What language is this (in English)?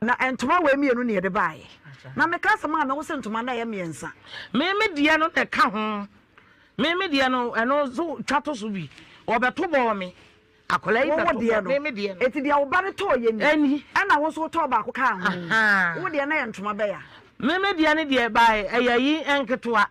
Akan